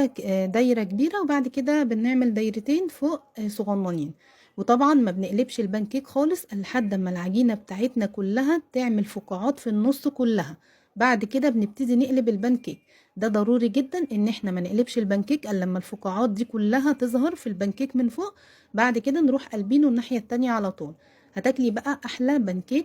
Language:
Egyptian Arabic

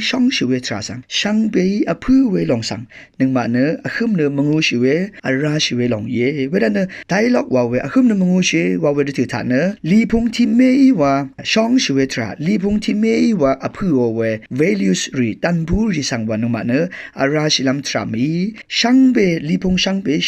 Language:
Rawang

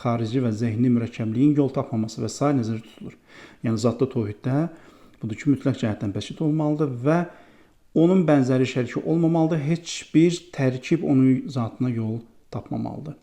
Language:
Azerbaijani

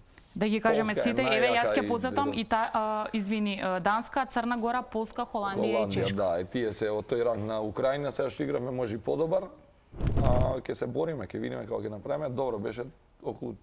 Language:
Macedonian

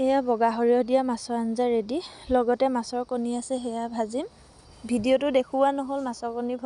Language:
Assamese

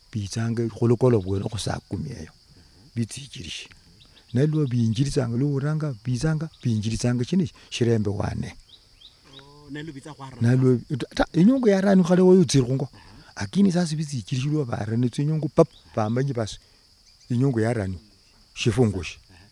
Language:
Luyia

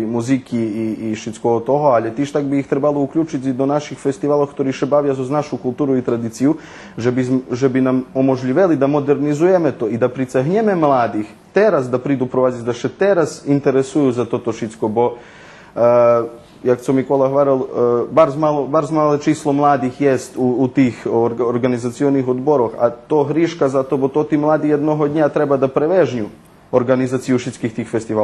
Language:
Rusyn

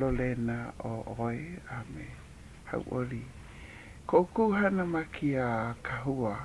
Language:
Hawaiian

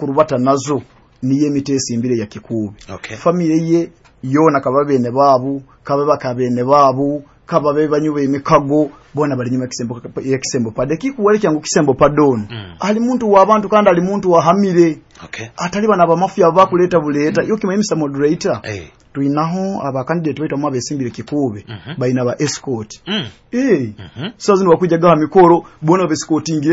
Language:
Nyoro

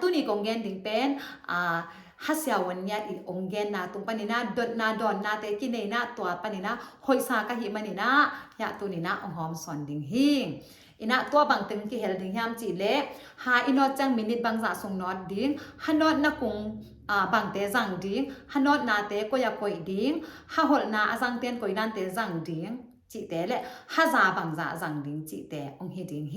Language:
Tedim Chin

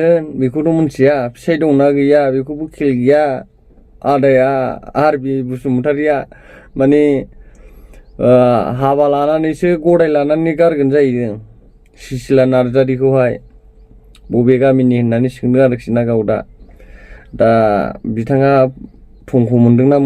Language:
Bodo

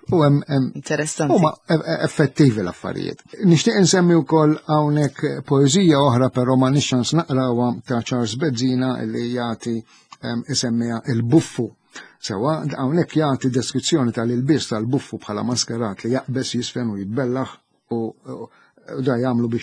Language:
Maltese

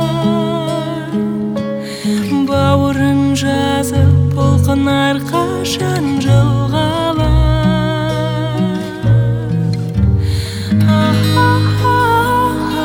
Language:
Kazakh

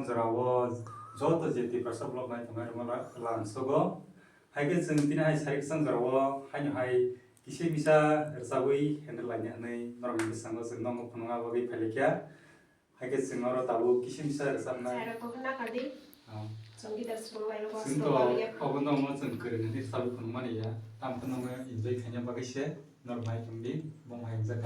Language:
Kok Borok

